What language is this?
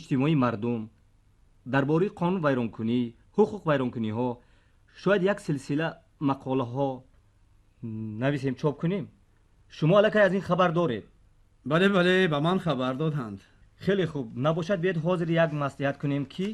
Tajik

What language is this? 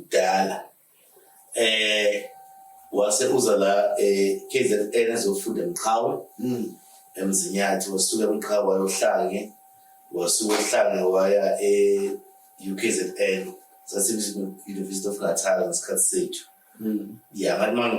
Zulu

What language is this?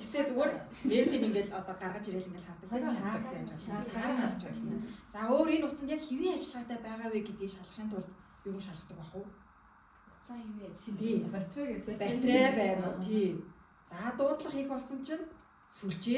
Mongolian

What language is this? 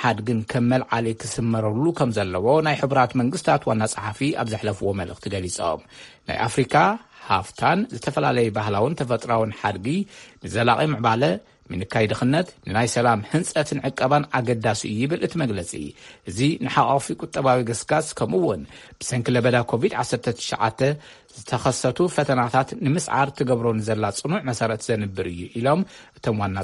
Tigrinya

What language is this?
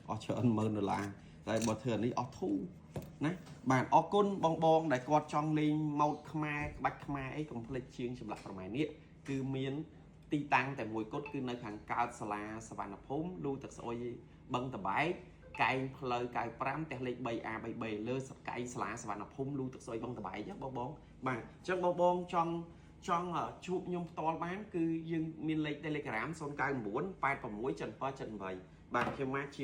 Khmer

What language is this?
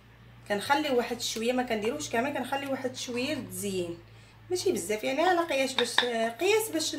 Moroccan Arabic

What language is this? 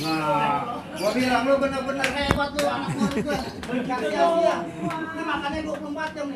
Betawi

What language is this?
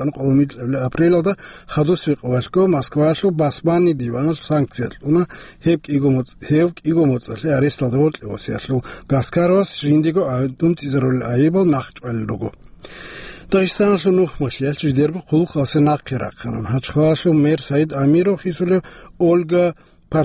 Avaric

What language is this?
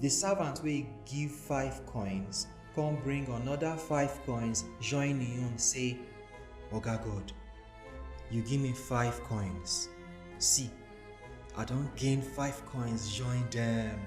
Nigerian Pidgin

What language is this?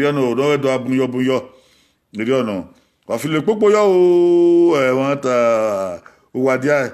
Bini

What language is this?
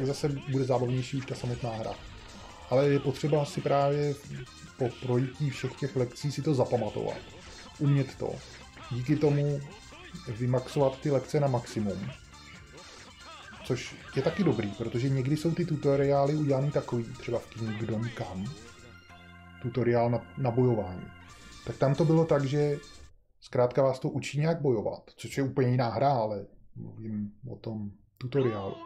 Czech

